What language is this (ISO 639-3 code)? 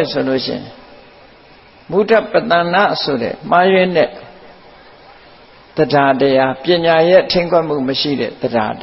mya